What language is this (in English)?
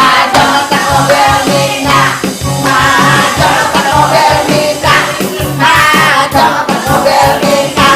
Betawi